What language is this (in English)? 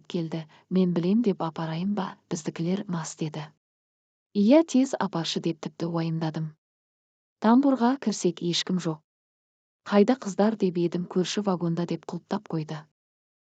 Kazakh